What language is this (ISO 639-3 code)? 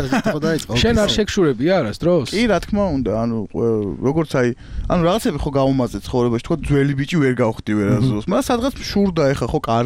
kat